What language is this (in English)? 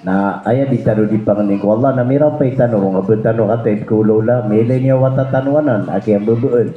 Maranao